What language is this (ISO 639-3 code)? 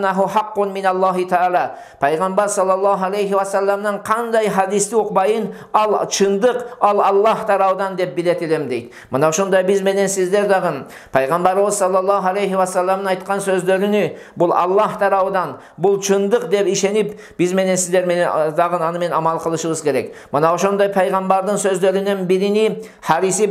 kir